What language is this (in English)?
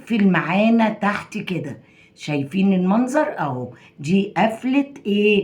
Egyptian Arabic